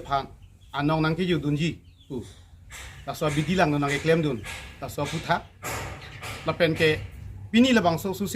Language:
Karbi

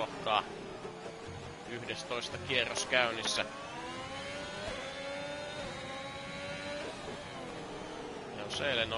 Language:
Finnish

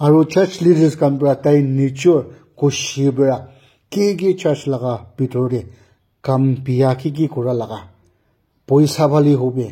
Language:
Naga Pidgin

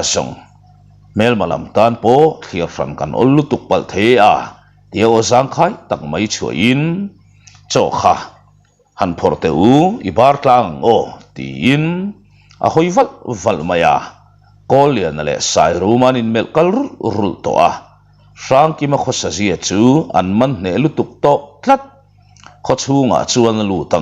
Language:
Mizo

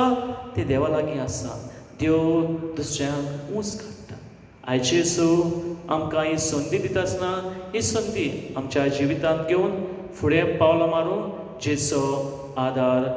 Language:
Konkani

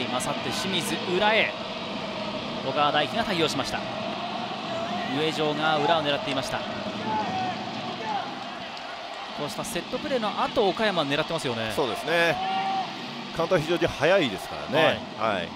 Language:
Japanese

